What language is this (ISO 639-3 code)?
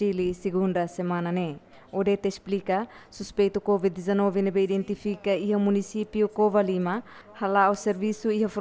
tet